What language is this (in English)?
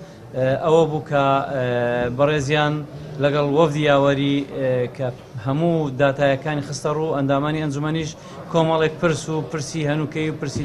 Central Kurdish